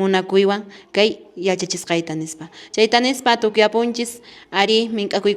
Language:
Quechua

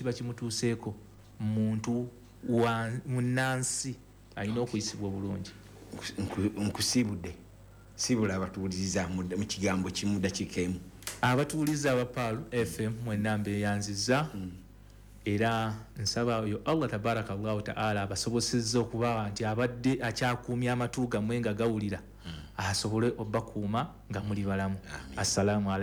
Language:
Ganda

